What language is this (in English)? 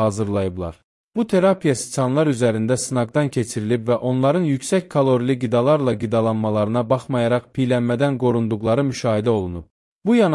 Azerbaijani